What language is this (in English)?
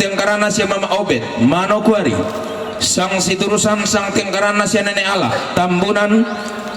Toraja-Sa'dan